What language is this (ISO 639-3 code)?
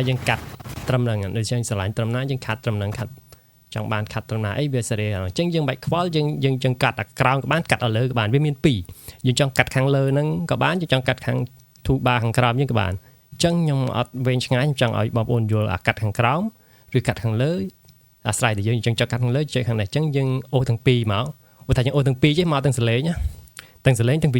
khm